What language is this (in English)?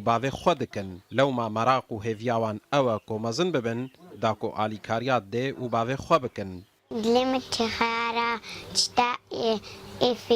Kurdish